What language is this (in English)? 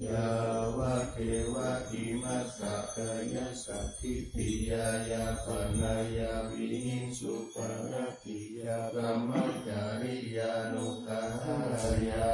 Pali